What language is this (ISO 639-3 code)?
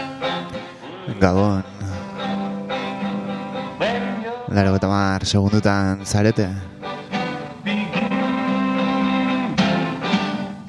eus